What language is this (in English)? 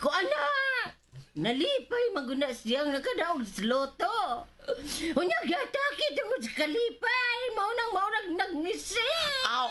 Cebuano